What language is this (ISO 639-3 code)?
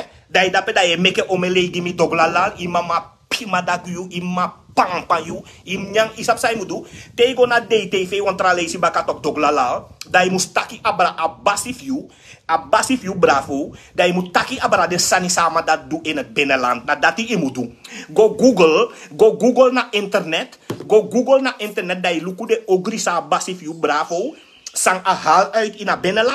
srn